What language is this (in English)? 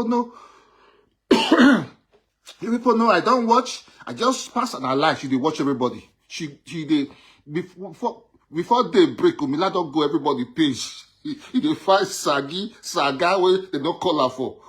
Nigerian Pidgin